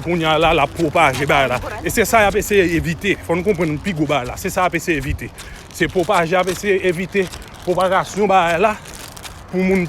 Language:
Haitian Creole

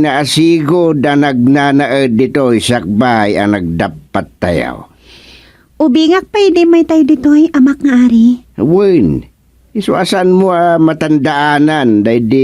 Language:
Iloko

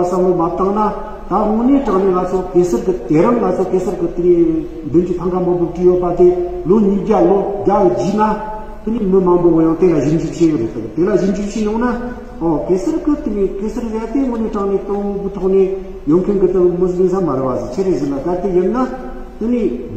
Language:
Tibetan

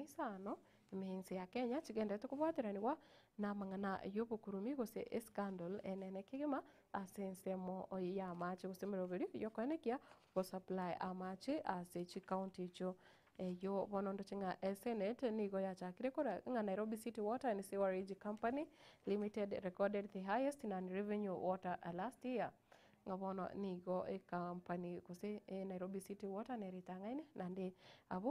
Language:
Gusii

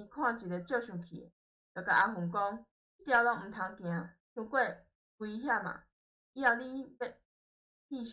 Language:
Min Nan Chinese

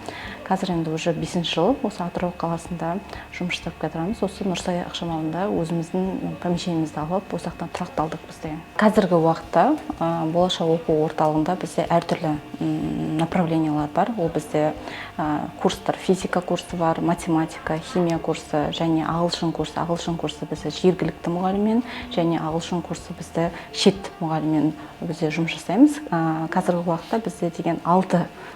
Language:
Kazakh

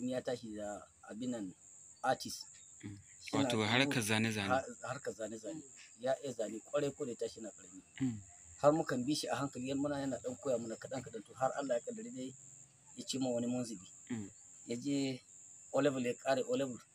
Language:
Hausa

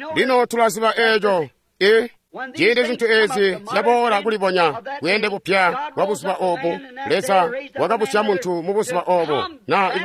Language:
Tonga (Zambia)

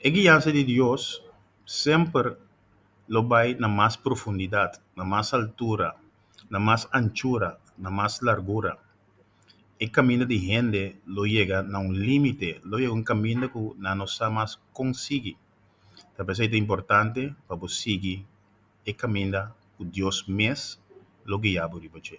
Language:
Papiamento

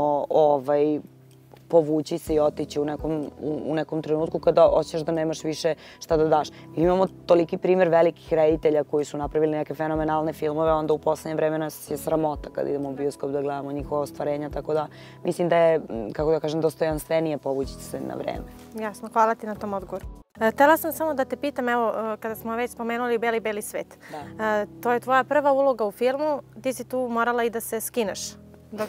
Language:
Serbian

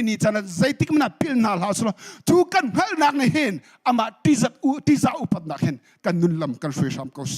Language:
Hakha Chin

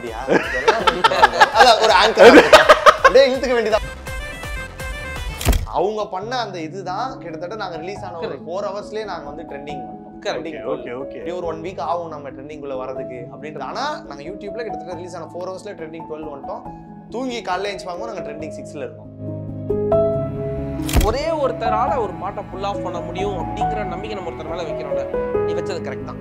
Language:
Tamil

